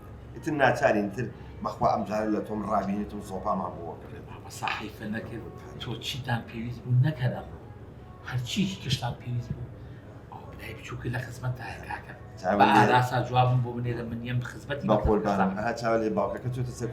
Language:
Central Kurdish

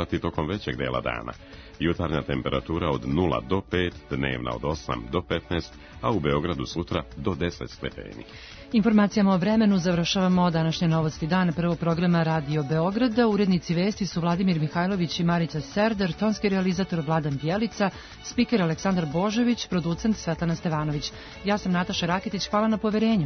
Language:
Serbian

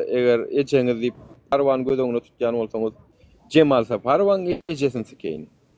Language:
Turkmen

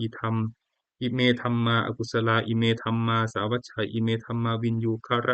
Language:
Pali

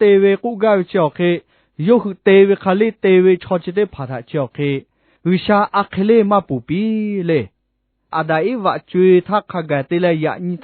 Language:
Lahu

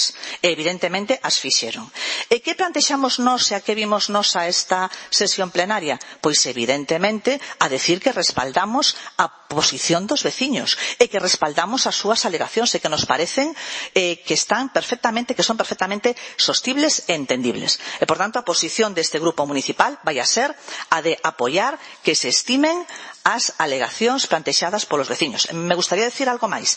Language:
Galician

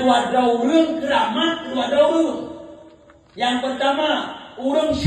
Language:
Achinese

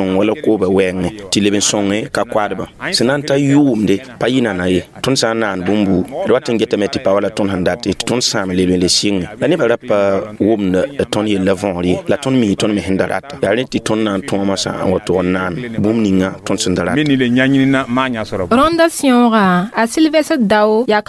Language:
Mossi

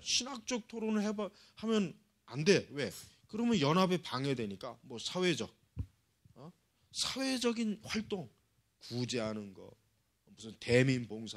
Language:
Korean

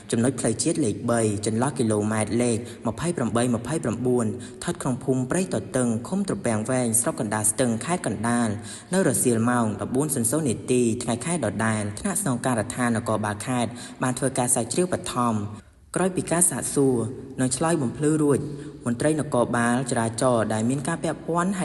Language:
Khmer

